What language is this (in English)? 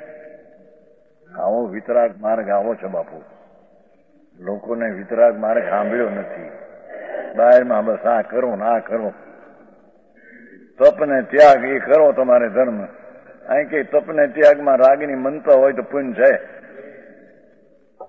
Gujarati